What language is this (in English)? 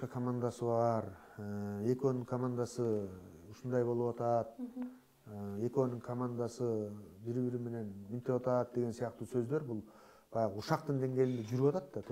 Kyrgyz